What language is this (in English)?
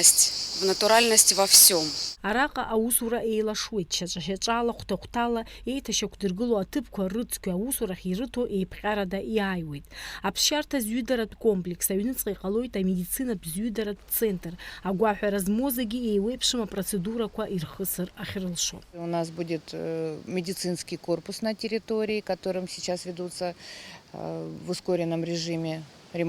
Abkhazian